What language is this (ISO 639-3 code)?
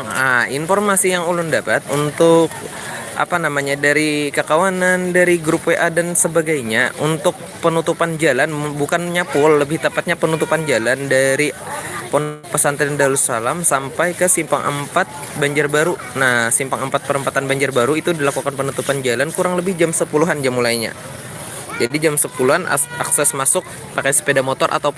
bjn